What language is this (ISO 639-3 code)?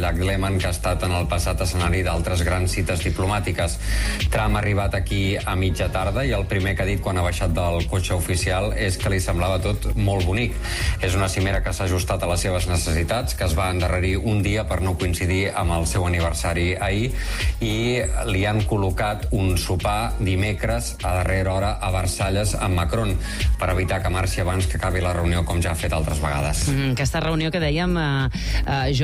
cat